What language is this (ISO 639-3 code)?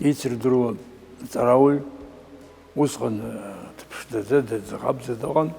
abk